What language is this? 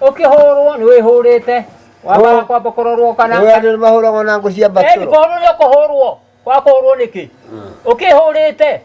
Kikuyu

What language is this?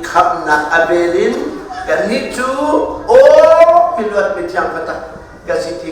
Hakha Chin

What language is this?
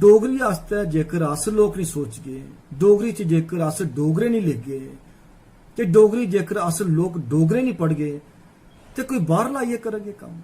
Dogri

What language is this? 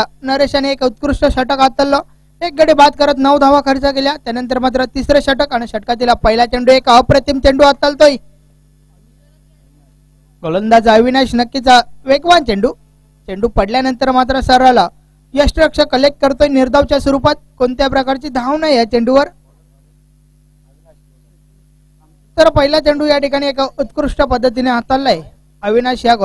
Marathi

